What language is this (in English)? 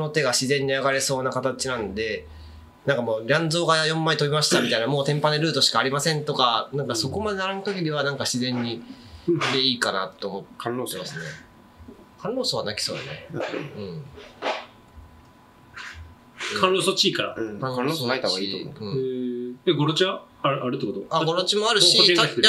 Japanese